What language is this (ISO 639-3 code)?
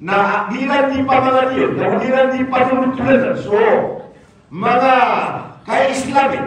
mrw